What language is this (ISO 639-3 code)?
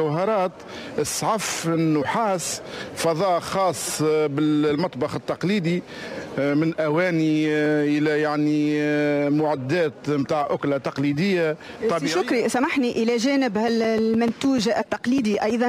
aeb